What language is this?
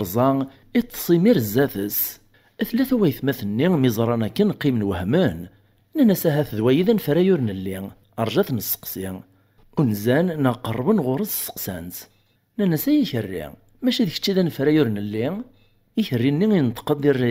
Kabyle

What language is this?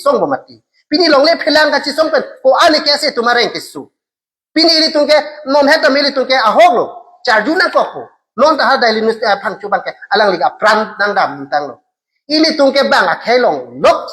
Karbi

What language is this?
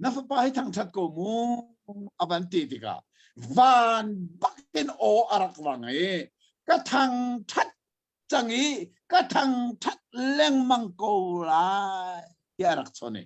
Hakha Chin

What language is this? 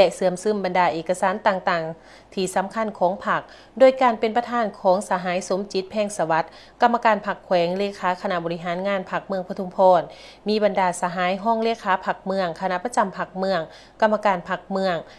Lao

